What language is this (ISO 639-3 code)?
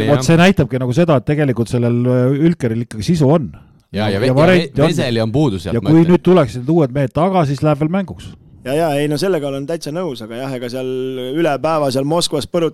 est